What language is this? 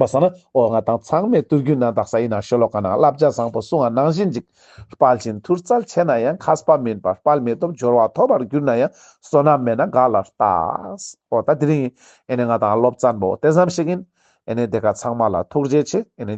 Ladakhi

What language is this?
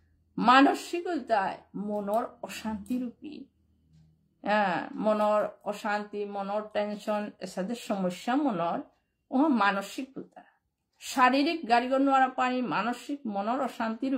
Bishnupriya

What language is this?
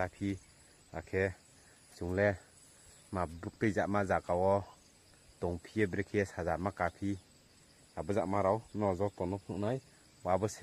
Riang (India)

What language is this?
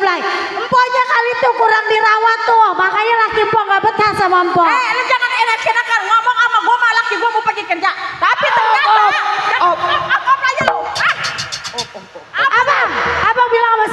Betawi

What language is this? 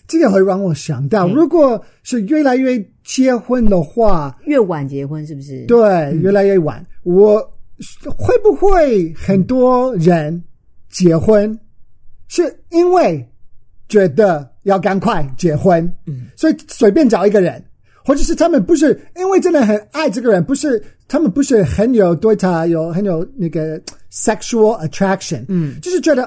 Chinese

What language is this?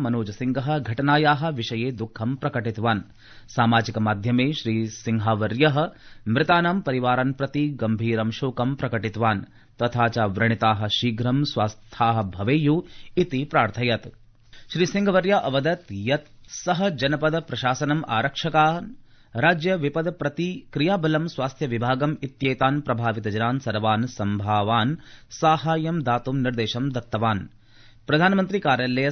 Sanskrit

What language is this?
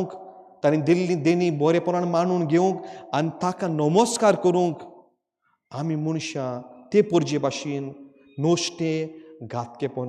Konkani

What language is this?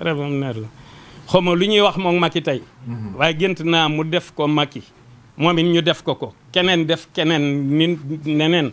Wolof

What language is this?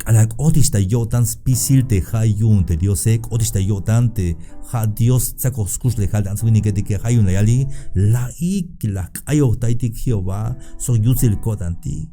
Tzeltal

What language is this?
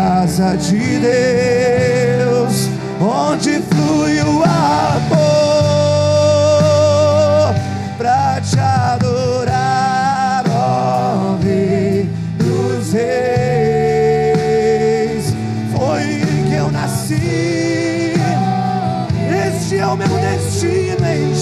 Portuguese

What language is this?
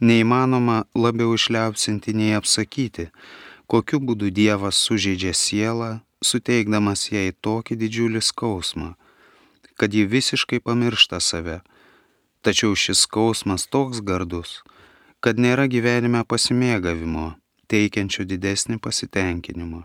Lithuanian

